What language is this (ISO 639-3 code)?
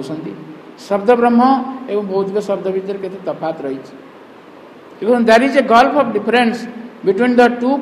ori